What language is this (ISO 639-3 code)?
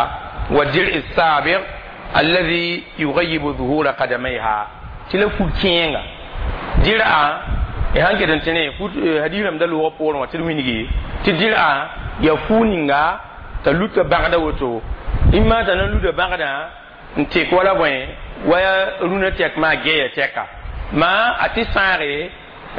mos